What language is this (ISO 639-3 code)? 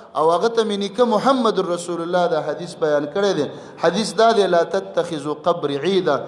pus